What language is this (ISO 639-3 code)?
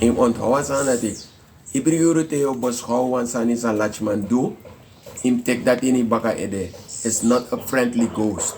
srn